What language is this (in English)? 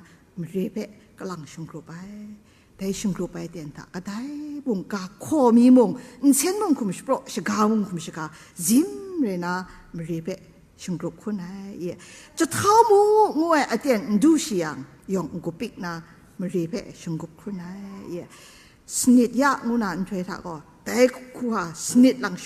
Kachin